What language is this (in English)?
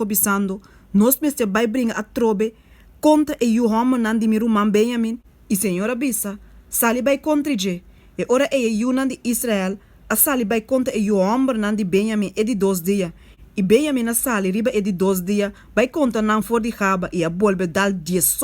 Papiamento